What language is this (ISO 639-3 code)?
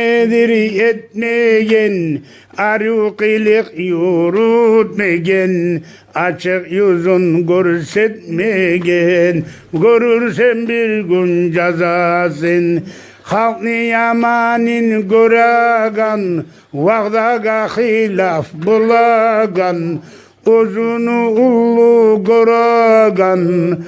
kum